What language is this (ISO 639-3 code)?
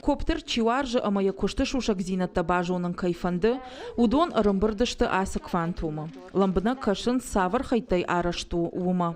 oss